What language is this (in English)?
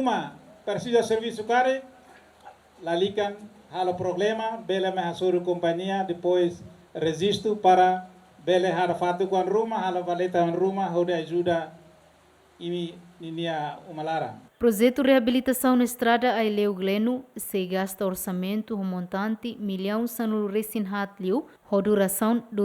Tetum